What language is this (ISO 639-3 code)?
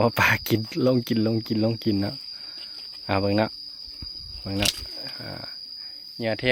lao